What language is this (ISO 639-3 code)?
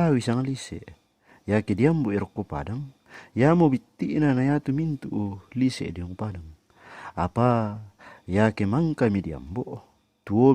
sda